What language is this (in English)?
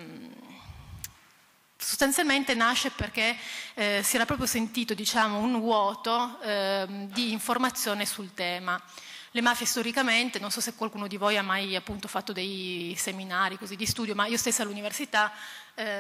Italian